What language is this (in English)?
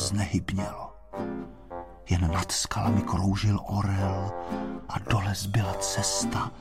Czech